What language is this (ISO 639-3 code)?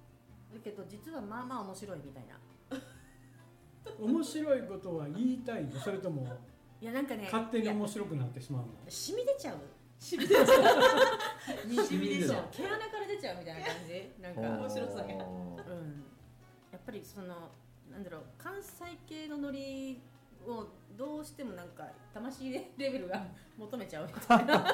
jpn